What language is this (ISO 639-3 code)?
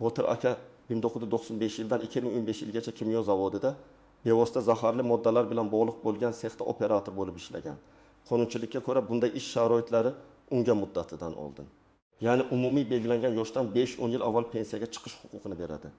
uzb